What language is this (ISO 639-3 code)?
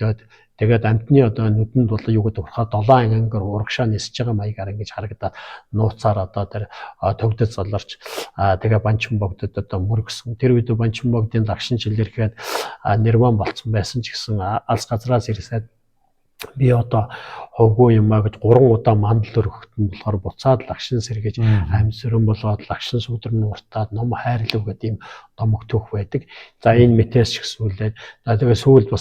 mon